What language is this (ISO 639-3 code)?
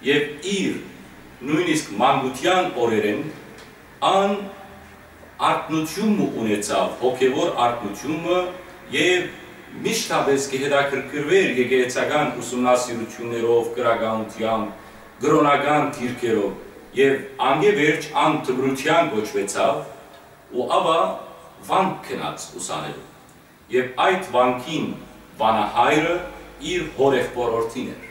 hyw